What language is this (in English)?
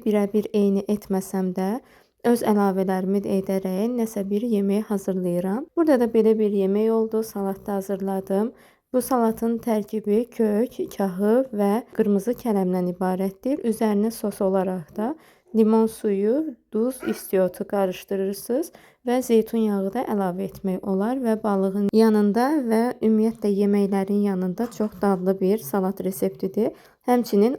Azerbaijani